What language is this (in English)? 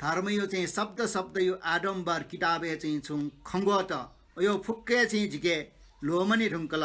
Newari